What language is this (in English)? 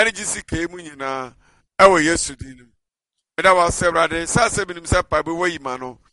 Akan